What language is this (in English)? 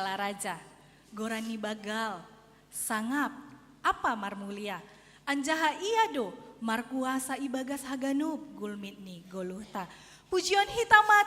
Batak Simalungun